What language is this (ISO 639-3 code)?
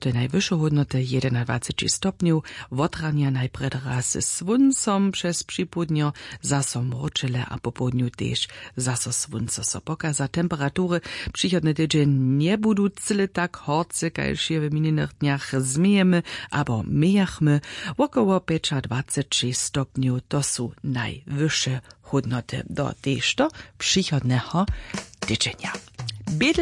hsb